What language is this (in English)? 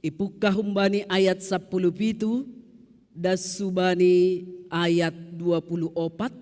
Batak Simalungun